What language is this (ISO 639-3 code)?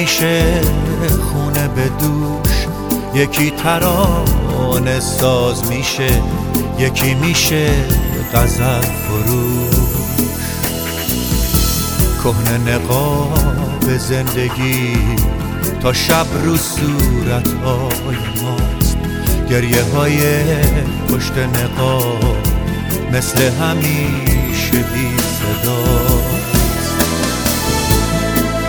fas